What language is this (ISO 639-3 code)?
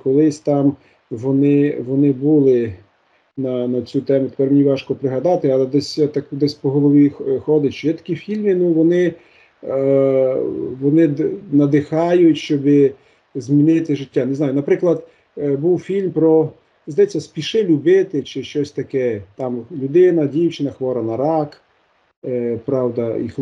ukr